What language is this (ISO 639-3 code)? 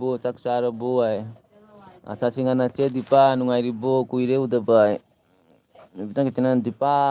mni